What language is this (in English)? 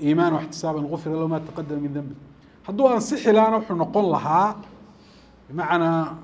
Somali